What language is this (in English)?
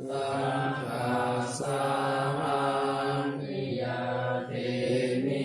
Pali